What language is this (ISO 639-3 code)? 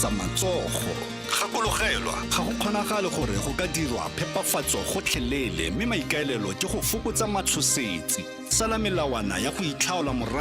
tsn